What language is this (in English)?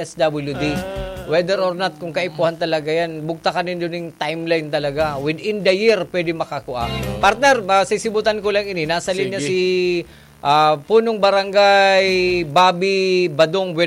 Bikol